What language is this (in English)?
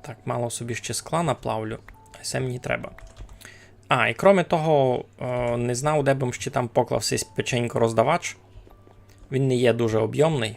Rusyn